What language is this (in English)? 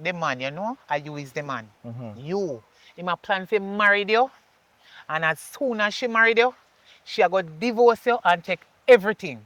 Jamaican Creole English